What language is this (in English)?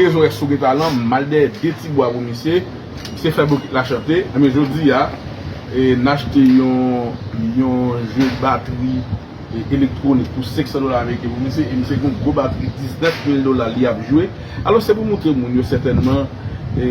Haitian Creole